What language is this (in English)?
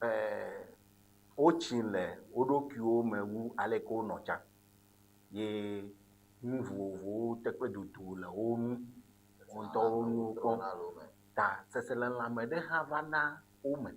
Ewe